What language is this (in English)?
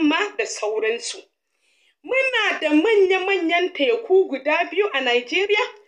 Hausa